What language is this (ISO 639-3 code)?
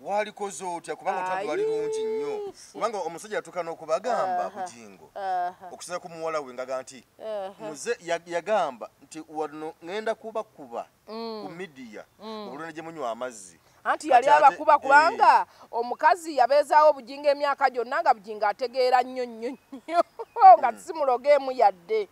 lug